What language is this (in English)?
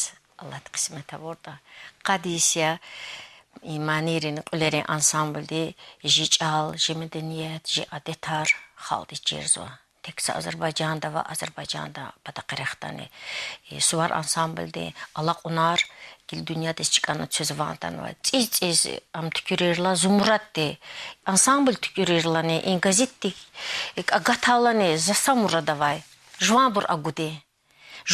Lezghian